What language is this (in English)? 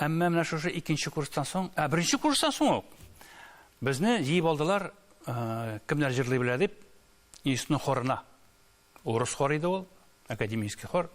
Tatar